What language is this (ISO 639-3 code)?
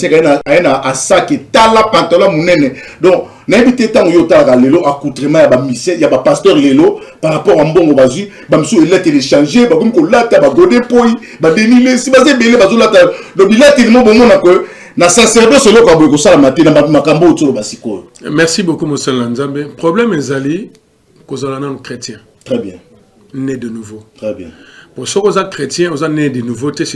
lin